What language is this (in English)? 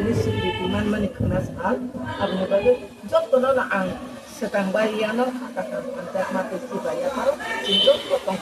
Kok Borok